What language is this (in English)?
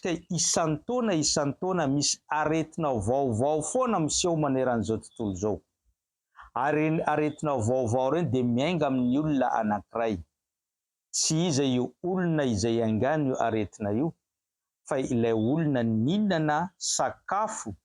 Malagasy